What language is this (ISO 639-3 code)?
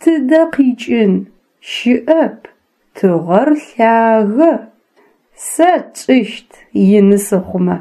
ady